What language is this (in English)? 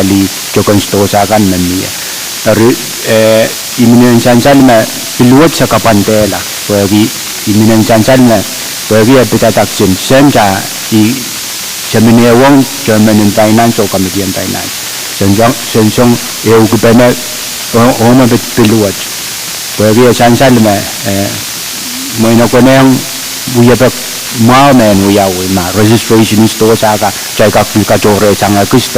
Pohnpeian